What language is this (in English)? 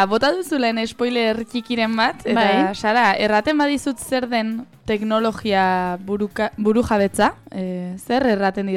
Basque